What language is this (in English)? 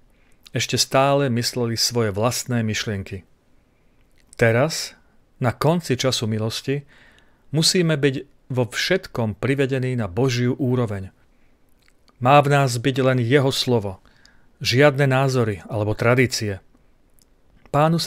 Slovak